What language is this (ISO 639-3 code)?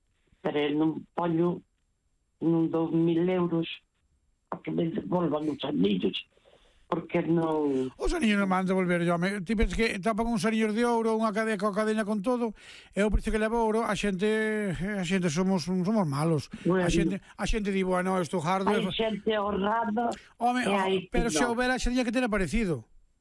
glg